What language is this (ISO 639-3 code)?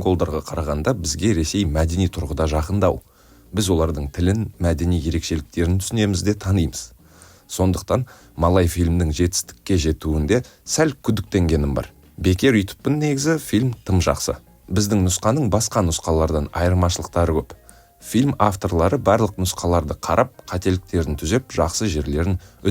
kaz